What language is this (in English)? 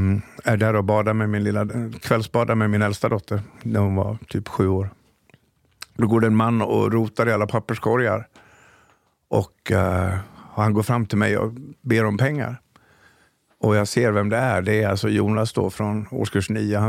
Swedish